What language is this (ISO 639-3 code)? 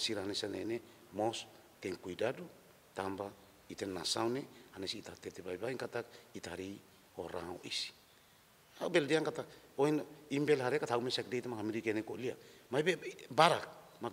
tet